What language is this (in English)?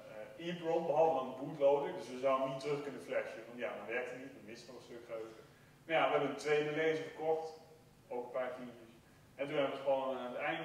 Dutch